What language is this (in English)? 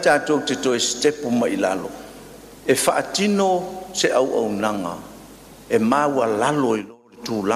Samoan